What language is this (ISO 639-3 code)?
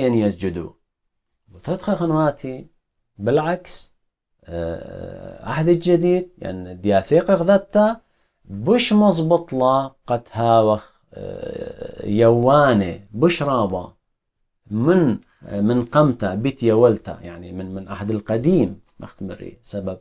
aii